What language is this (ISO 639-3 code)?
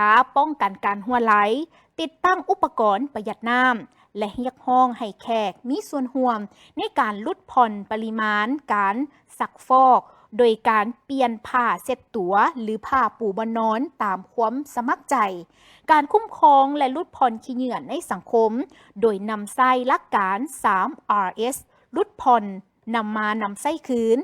lao